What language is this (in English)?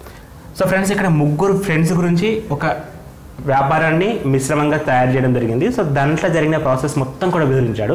Telugu